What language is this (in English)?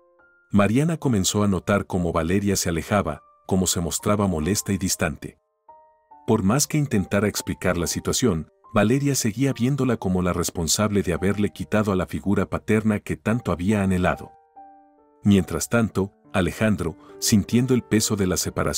Spanish